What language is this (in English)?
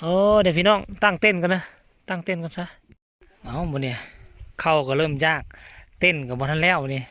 Northeastern Thai